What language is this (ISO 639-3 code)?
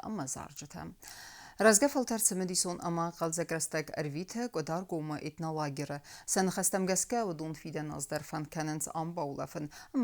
oss